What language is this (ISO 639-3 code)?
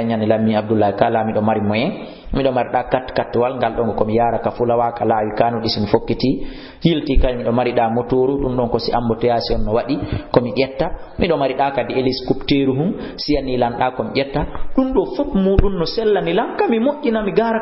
ful